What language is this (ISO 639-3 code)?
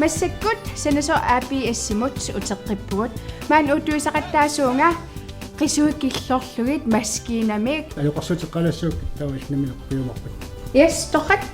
kal